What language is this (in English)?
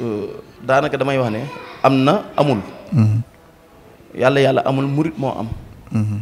Wolof